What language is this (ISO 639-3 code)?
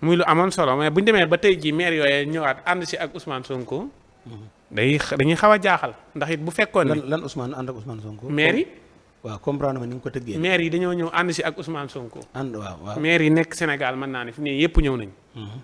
wol